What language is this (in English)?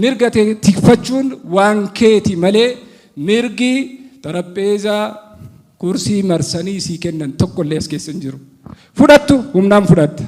Oromo